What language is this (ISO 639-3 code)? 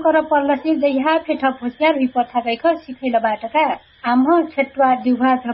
thl